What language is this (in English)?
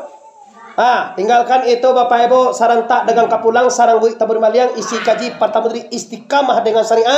Minangkabau